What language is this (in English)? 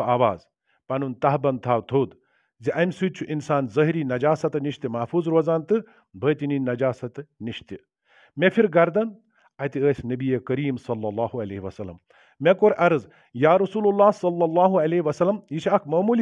Kashmiri